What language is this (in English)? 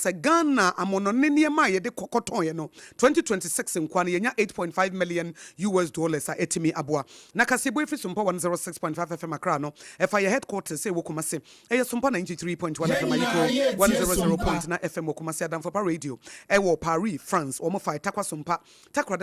Akan